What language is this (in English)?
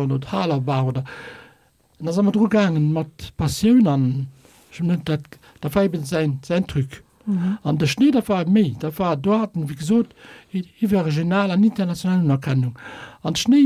Luxembourgish